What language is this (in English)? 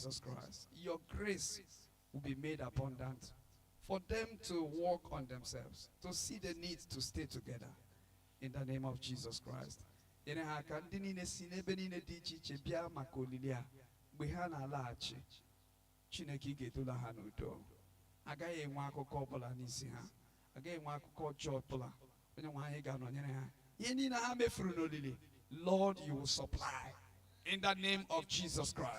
Igbo